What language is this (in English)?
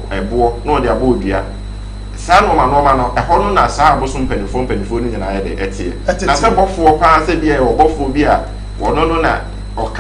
Akan